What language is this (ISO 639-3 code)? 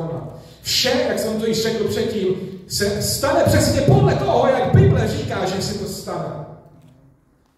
ces